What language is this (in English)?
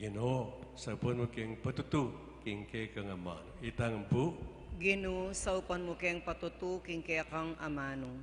Pampanga